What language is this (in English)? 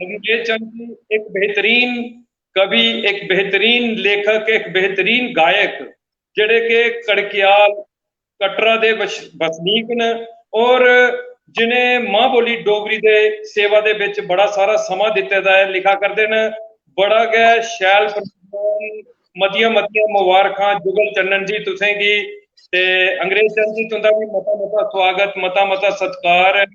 Dogri